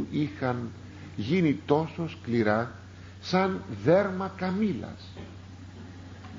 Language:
Greek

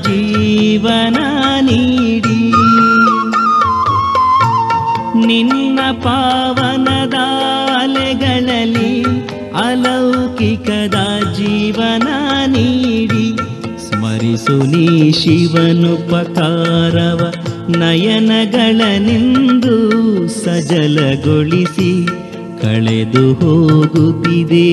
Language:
Kannada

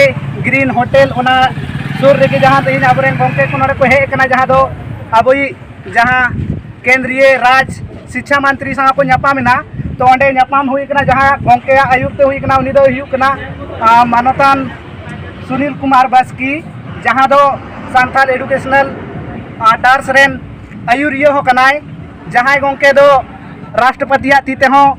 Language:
Santali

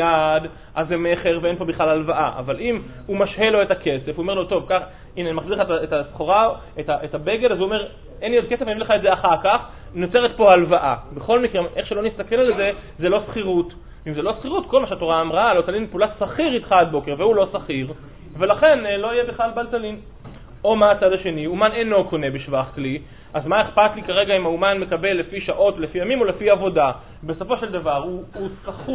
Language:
Hebrew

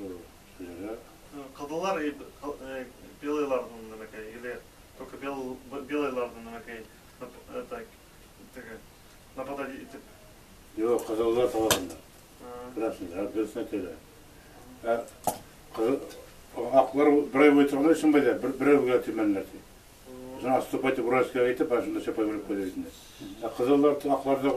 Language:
Bashkir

